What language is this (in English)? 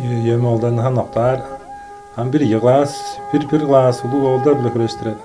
Tuvinian